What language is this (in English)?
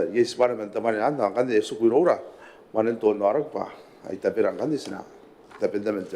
Gilbertese